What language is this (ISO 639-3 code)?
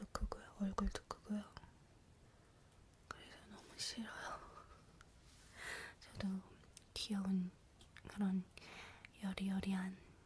kor